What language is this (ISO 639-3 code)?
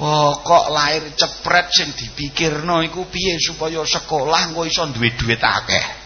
jav